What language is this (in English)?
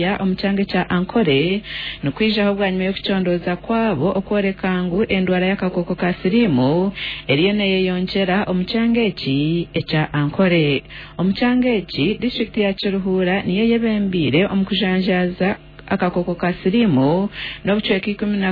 Nyankole